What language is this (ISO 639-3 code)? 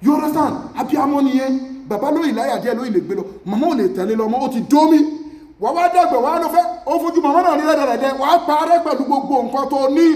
yor